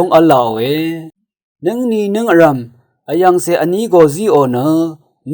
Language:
Rawang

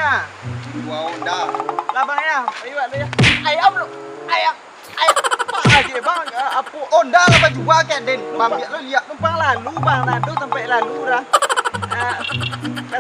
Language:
Minangkabau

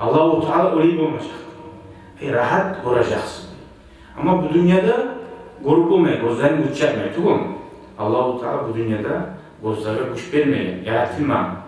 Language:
Kumyk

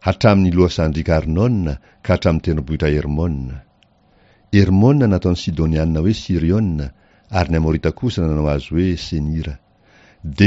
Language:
Malagasy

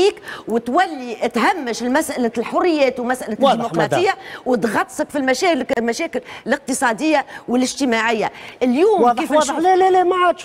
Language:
Tunisian Arabic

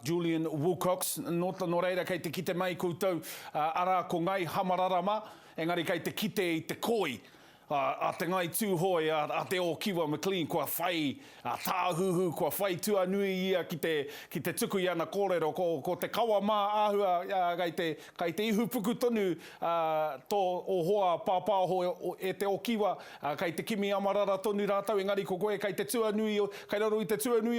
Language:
Māori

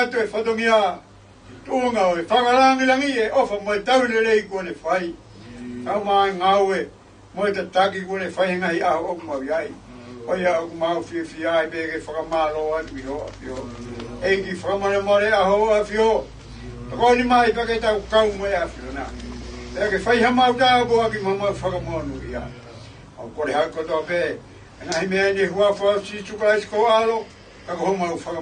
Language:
Tongan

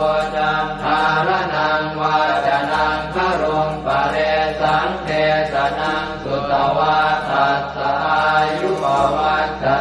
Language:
Pali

